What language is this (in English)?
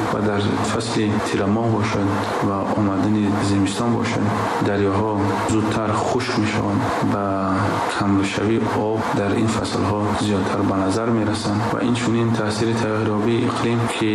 Tajik